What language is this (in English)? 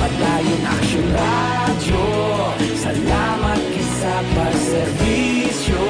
Hiligaynon